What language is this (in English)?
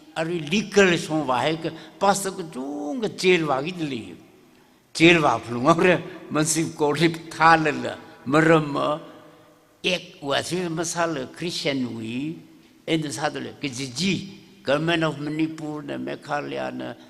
Tangkhul Naga (India)